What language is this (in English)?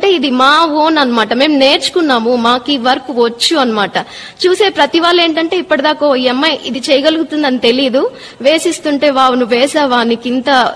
Telugu